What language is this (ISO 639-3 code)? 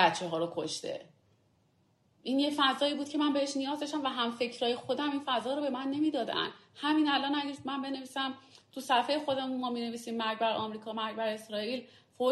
fas